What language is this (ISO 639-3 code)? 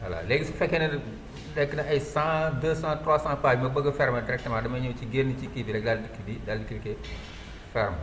wol